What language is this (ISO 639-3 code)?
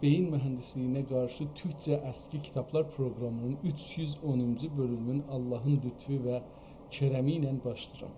azb